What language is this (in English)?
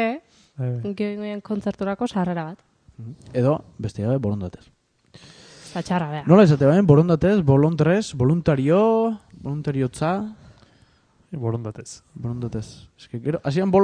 Basque